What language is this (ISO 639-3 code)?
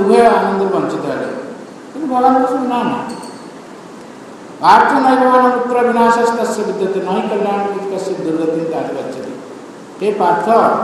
ori